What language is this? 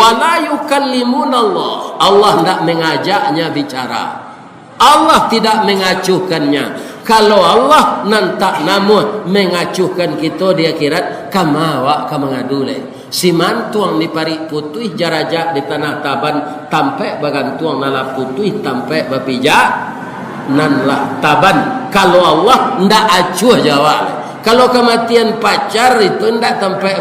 Minangkabau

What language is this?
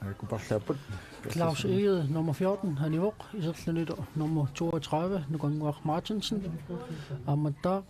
Kalaallisut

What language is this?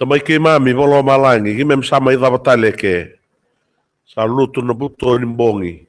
Fijian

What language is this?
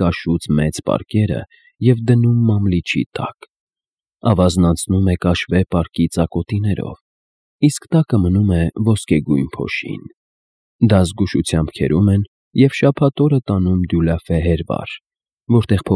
Armenian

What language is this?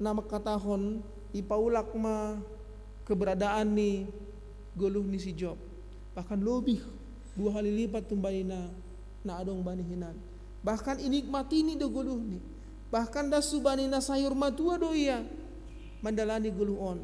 Batak Simalungun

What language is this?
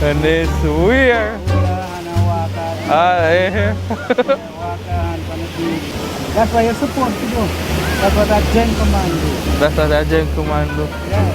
Jamaican Creole English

